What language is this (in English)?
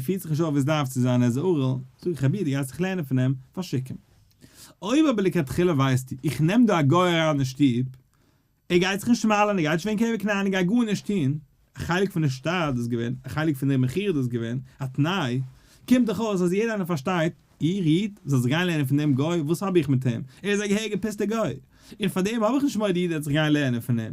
Yiddish